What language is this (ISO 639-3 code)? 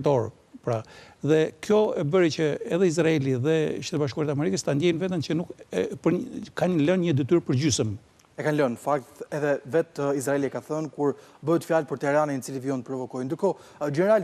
sqi